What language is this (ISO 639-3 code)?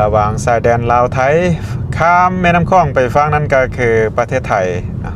lao